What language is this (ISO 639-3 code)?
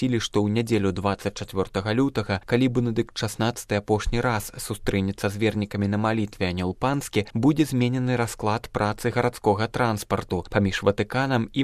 bel